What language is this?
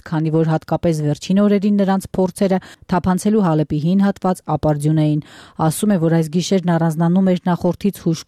Armenian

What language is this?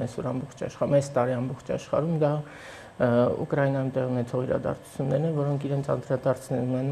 Armenian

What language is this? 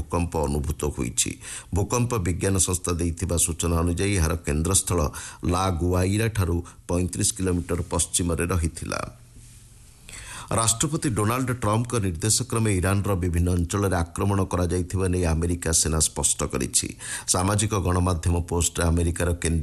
Odia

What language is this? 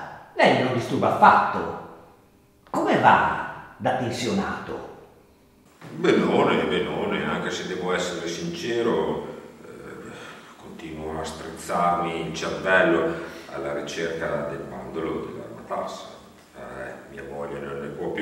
Italian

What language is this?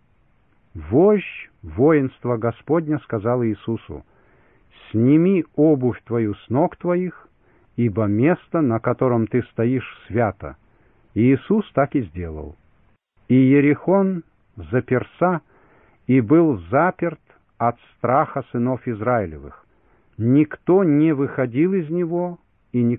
Russian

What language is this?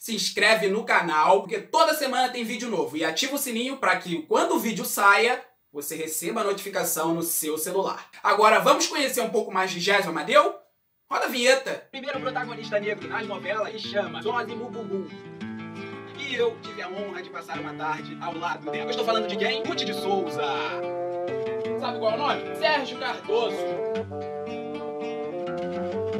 Portuguese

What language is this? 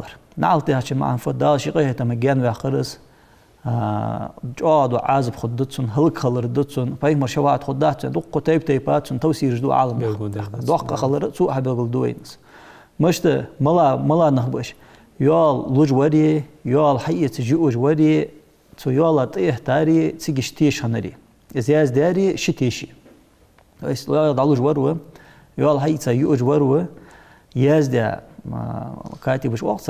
Ingush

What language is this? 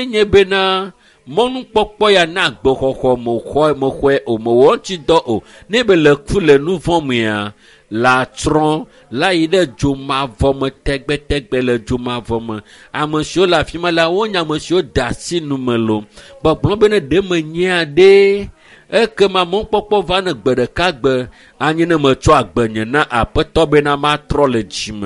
Ewe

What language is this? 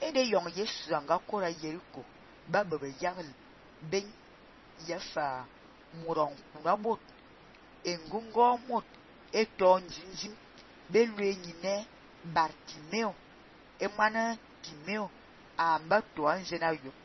Fang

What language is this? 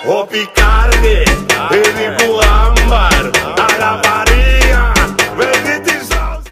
Papiamento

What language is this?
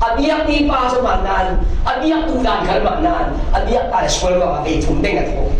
Falam Chin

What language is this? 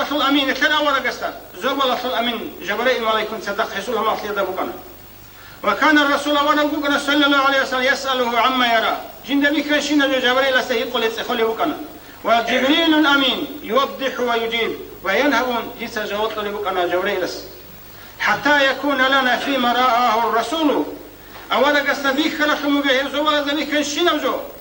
Avaric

